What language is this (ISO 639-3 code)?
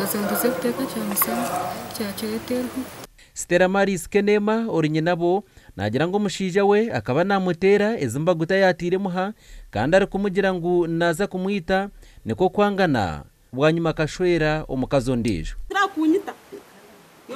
nyn